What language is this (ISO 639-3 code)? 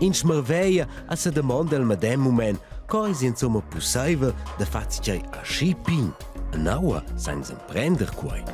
roh